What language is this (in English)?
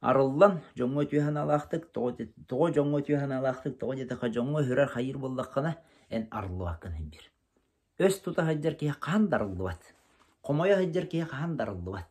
Yakut